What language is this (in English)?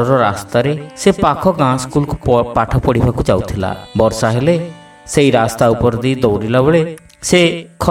Odia